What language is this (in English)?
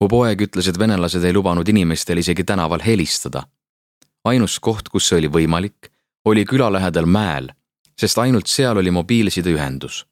Estonian